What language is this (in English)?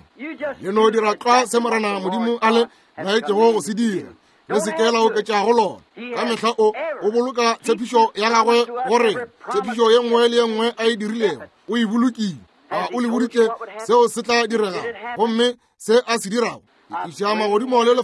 Northern Sotho